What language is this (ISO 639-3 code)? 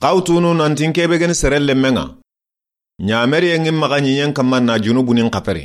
snk